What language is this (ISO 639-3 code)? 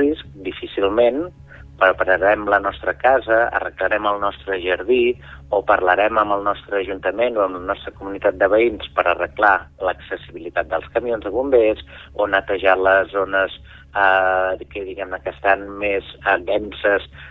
cat